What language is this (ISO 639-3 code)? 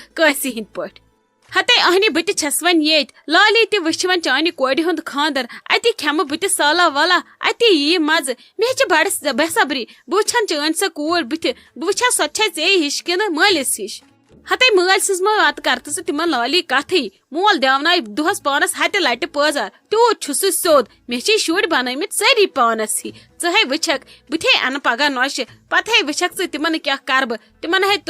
kas